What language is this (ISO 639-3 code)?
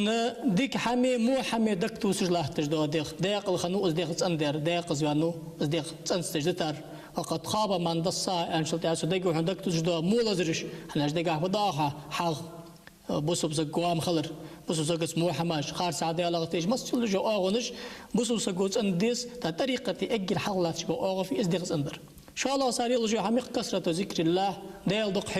inh